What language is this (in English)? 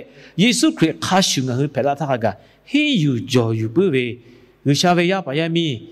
Lahu